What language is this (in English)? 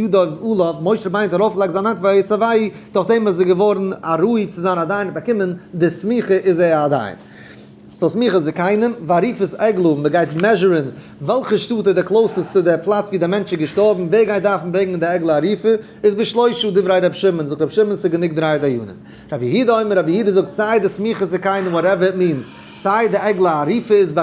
Yiddish